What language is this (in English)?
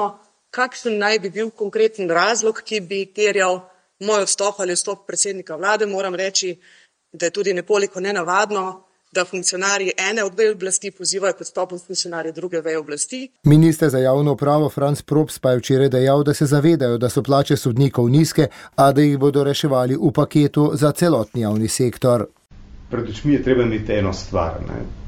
Slovenian